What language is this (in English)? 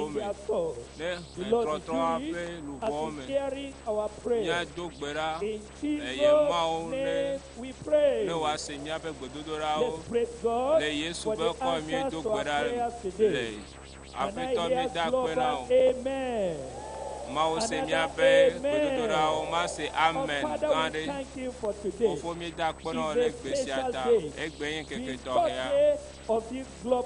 Ewe